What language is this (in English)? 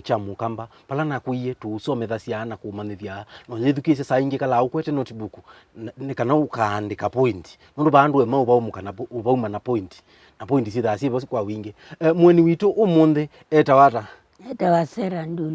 Kamba